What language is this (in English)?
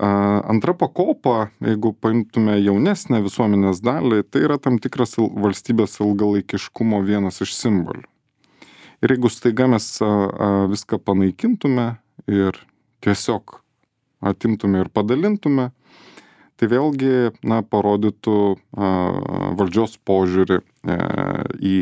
Lithuanian